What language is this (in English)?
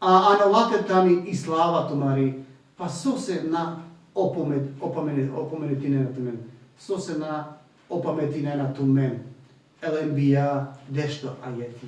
Balkan Romani